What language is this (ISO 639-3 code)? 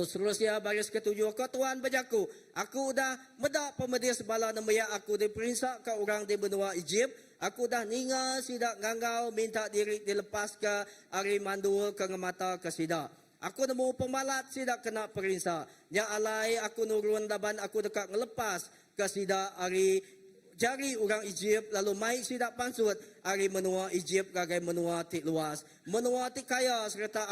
iba